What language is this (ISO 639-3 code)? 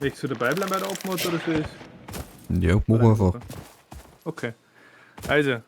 bar